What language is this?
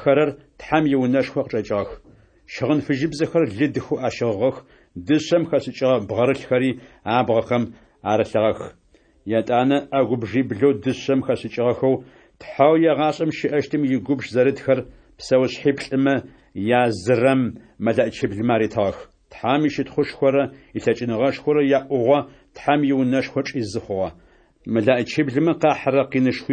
Adyghe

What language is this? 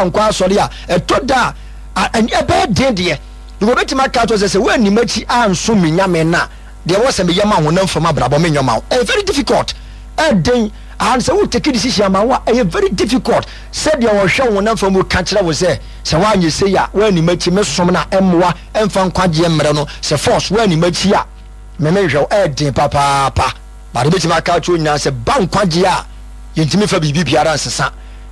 Akan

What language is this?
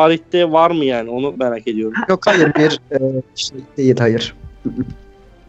Turkish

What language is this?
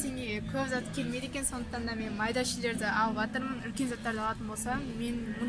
Kazakh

